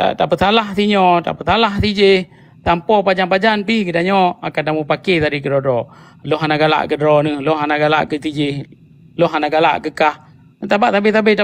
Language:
Achinese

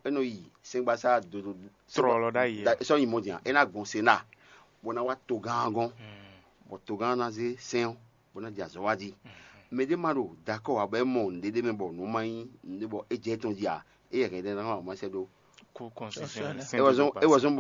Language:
Fon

